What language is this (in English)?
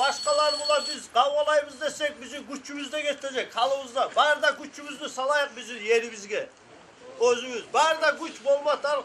Kumyk